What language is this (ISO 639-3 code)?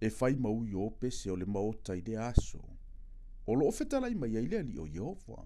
smo